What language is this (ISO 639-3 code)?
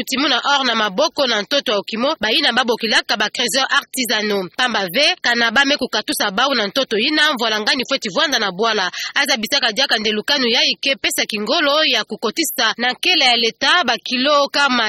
ktu